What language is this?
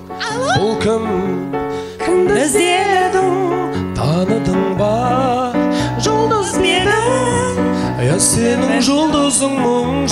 Kazakh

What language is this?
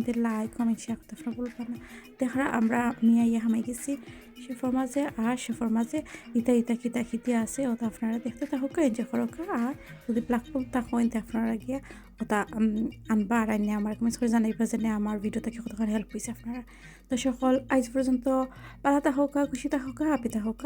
Sylheti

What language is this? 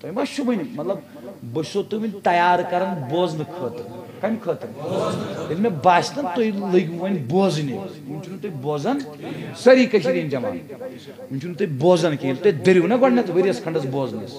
Kashmiri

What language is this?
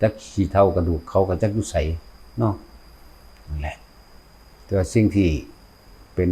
Northeastern Thai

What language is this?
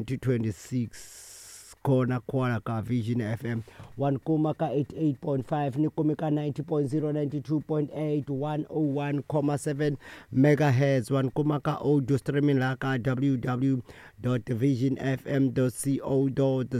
Tsonga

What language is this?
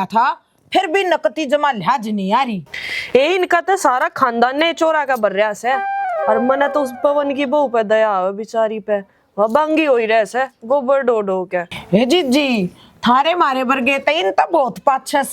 Haryanvi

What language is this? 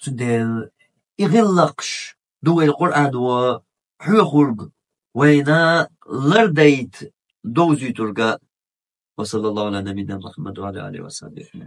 Chechen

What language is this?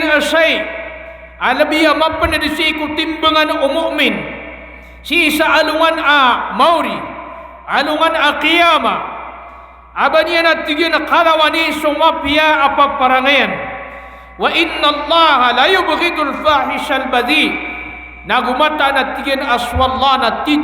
Maranao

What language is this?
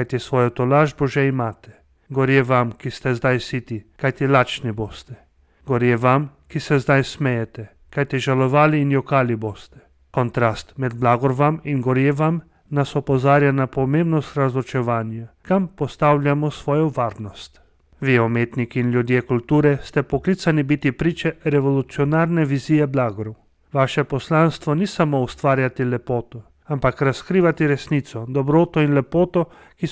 Slovenian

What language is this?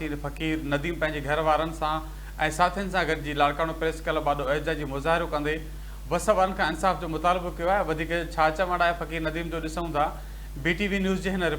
Sindhi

